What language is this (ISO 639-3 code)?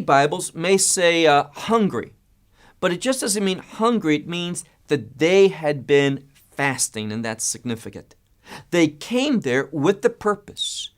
eng